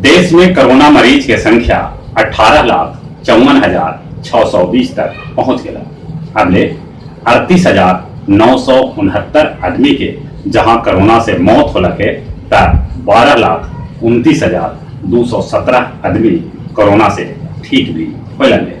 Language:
Magahi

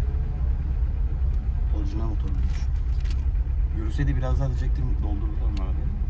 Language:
Turkish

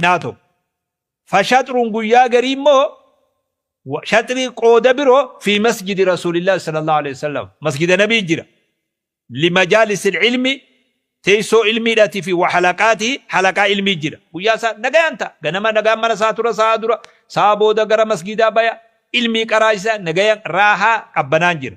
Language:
Oromo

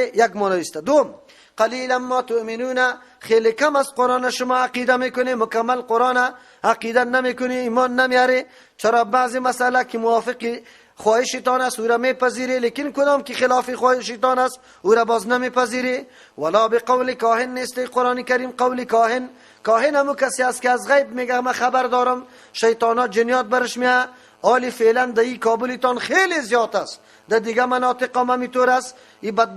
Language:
Persian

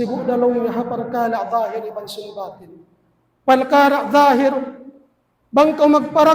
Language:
Tausug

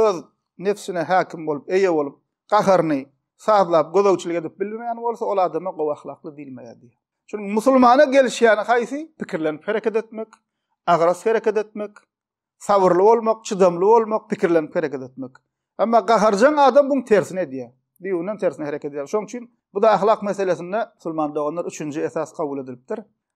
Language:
Turkmen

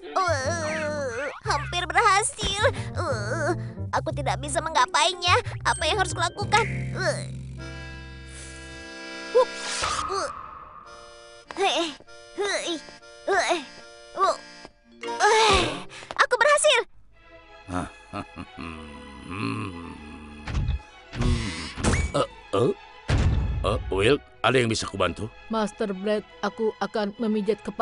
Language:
Indonesian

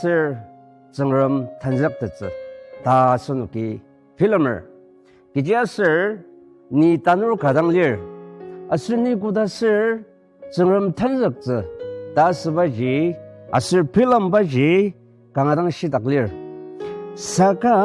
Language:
Ao Naga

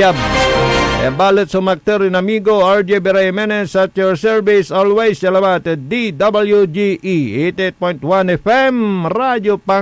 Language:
Pangasinan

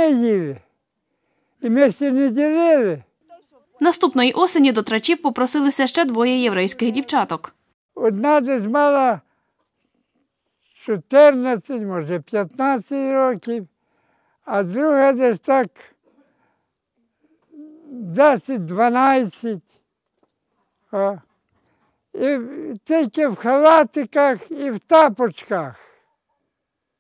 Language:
Ukrainian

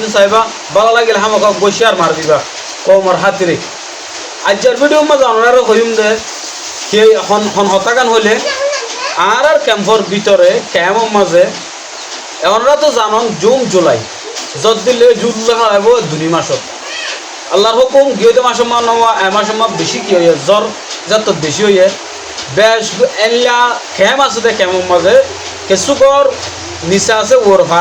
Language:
Rohingya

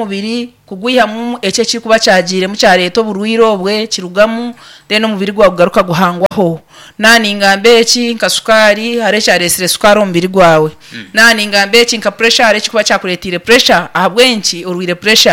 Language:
Nyankole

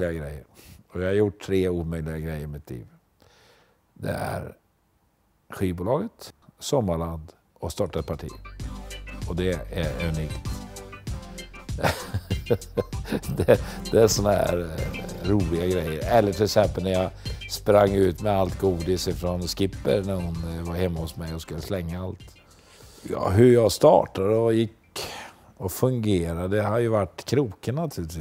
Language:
Swedish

